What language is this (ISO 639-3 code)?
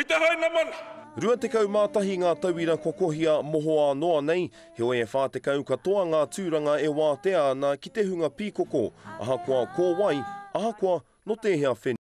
mri